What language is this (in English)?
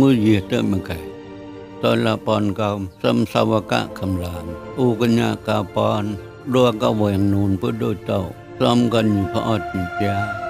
Mon